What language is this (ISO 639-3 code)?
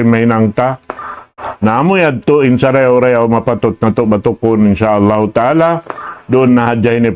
tsg